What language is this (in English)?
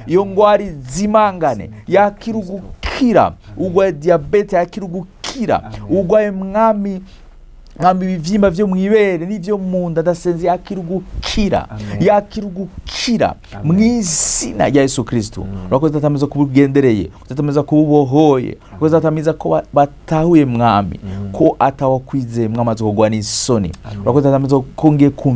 Rundi